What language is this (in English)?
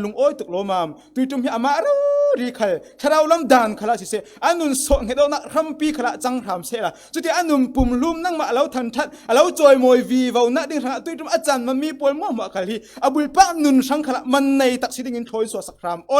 Falam Chin